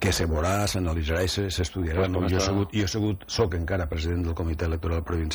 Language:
Catalan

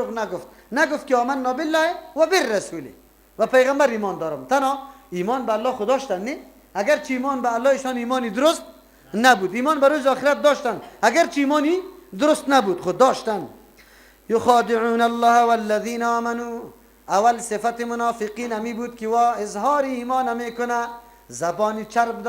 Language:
Persian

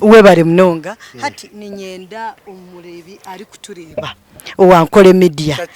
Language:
Nyankole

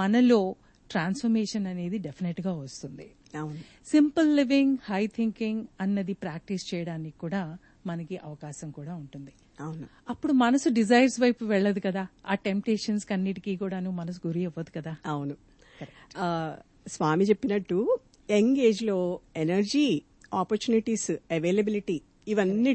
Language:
Telugu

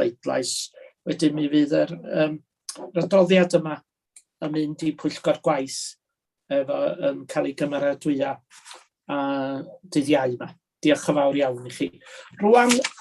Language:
Welsh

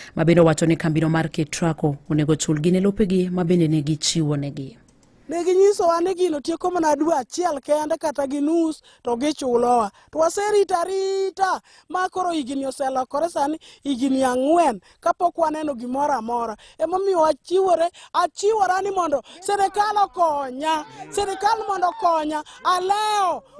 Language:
Luo (Kenya and Tanzania)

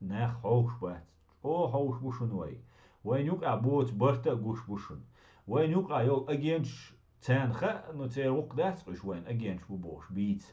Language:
Chechen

